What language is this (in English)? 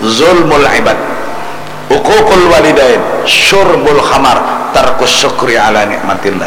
Banjar